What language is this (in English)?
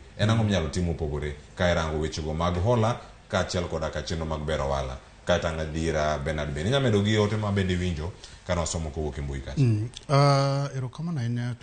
Luo (Kenya and Tanzania)